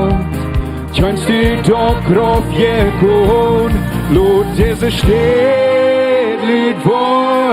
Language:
Plautdietsch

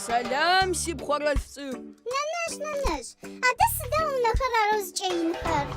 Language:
Adyghe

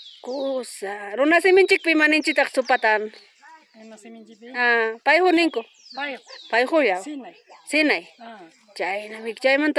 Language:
Ayacucho Quechua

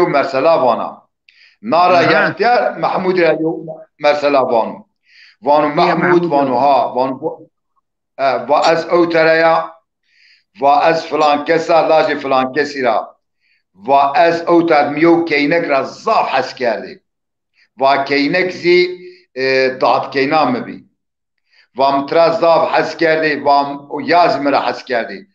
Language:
Zaza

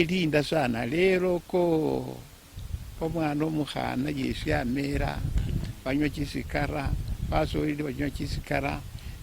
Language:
Luyia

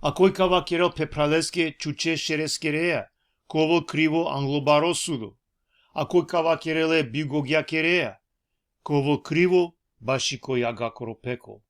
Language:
Balkan Romani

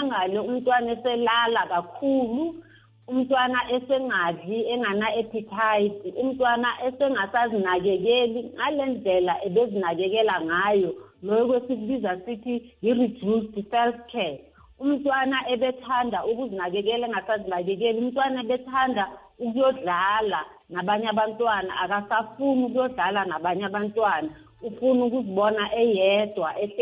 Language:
South Ndebele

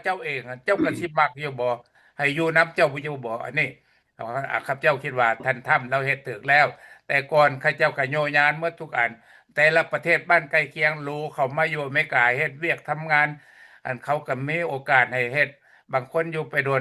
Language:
Lao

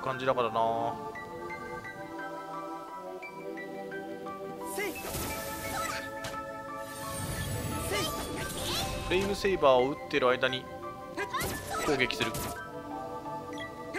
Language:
Japanese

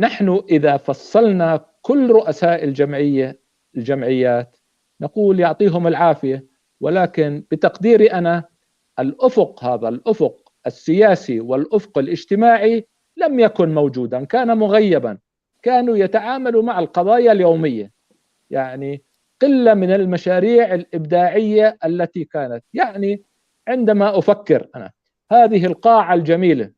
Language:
North Levantine Arabic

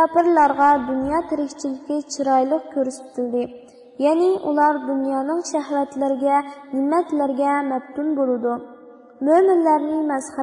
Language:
Uyghur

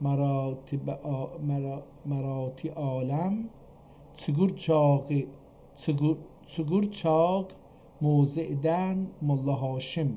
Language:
South Azerbaijani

